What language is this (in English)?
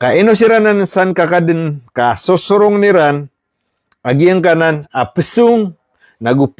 Maranao